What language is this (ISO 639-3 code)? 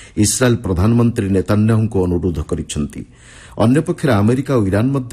ori